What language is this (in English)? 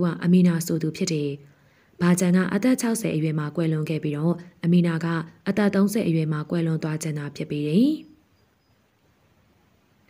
Burmese